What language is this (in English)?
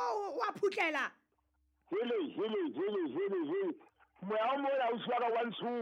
Southern Sotho